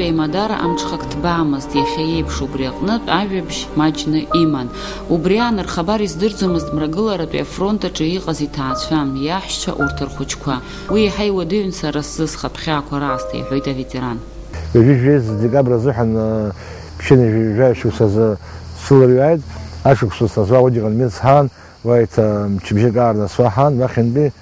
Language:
Abkhazian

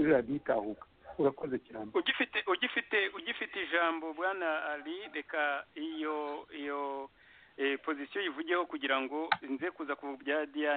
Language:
Kinyarwanda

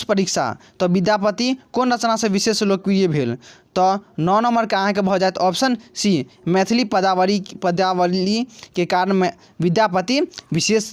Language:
Maithili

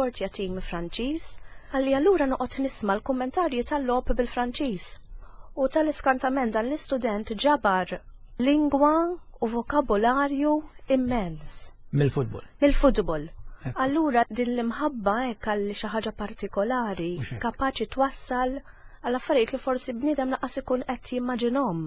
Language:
Maltese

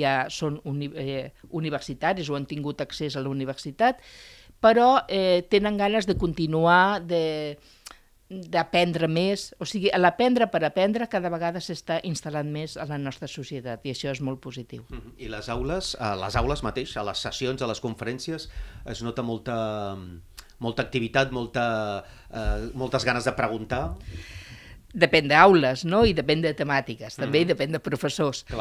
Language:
Catalan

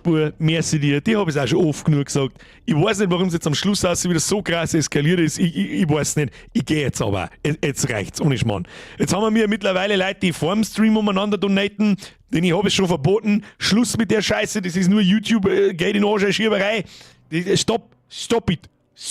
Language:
Bavarian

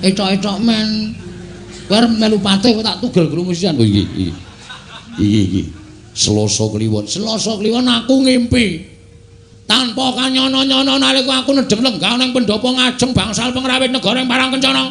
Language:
Javanese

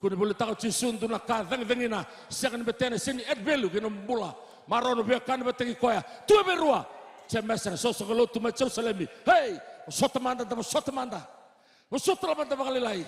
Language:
Fijian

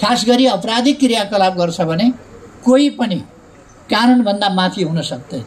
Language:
Nepali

